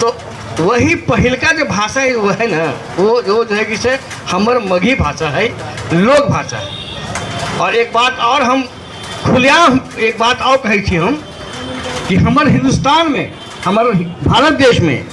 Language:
Magahi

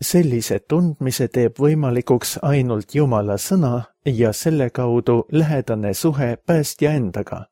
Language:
Estonian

